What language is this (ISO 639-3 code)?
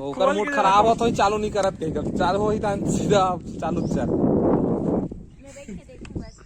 hne